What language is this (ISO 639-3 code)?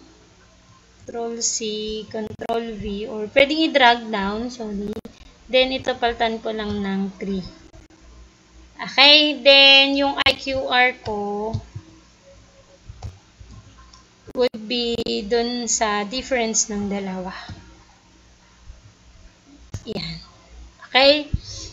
fil